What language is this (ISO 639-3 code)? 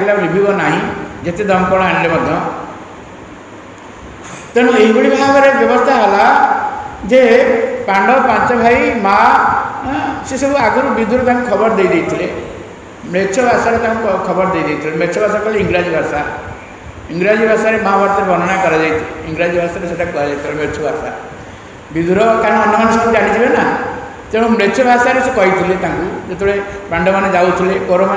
ori